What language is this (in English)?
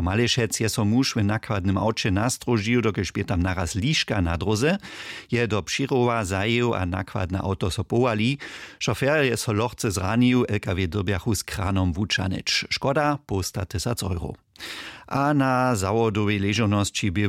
Upper Sorbian